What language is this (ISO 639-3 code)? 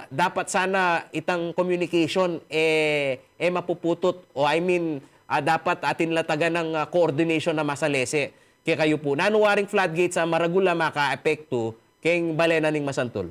pam